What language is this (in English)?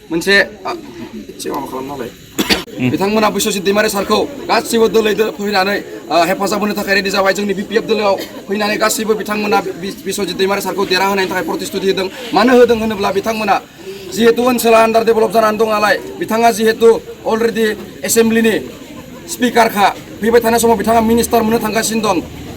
Bodo